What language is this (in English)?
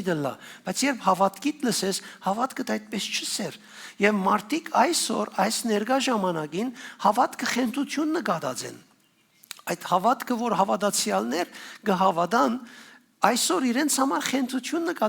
Western Armenian